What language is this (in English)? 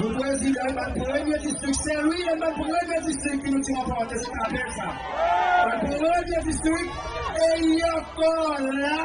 Seselwa Creole French